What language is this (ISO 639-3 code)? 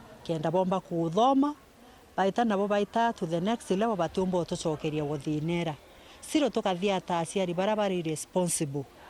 mer